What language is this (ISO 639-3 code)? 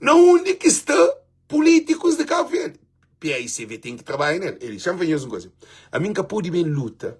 kea